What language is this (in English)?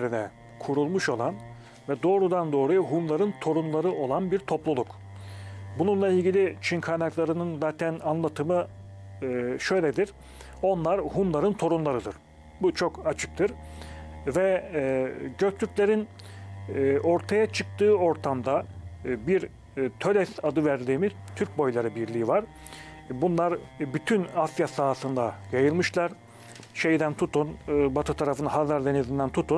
Turkish